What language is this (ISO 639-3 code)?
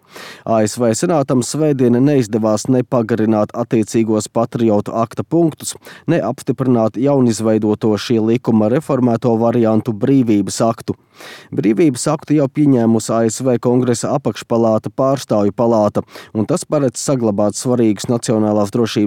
lav